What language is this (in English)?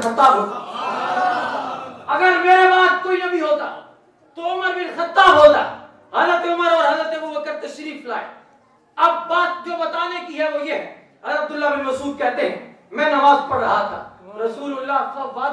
Urdu